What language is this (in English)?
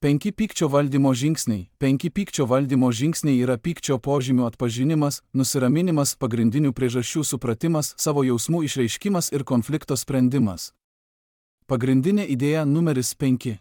Lithuanian